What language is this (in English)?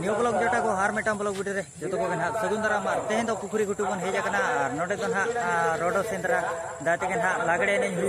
Santali